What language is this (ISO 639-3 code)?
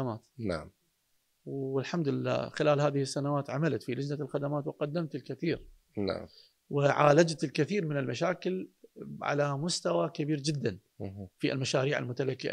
acm